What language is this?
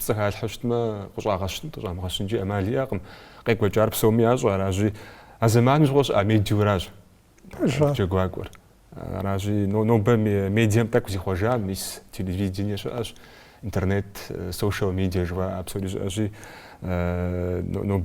Kabardian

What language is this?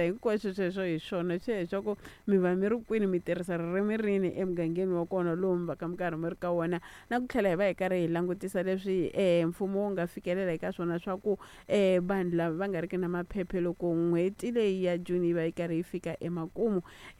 Tsonga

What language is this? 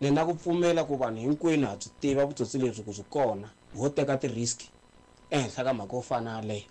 Tsonga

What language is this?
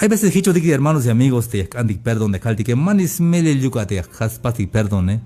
Tzeltal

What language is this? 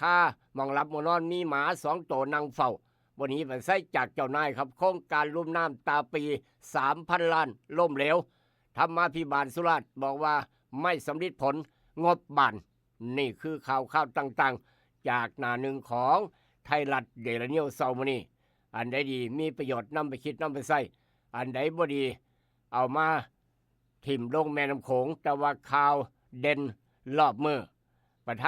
Northeastern Thai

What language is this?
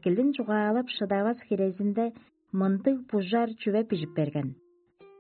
Tuvinian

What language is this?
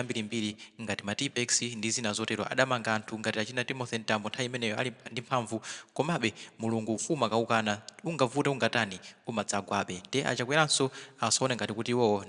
Nyanja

